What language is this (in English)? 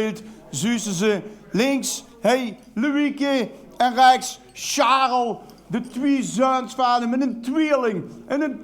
Limburgish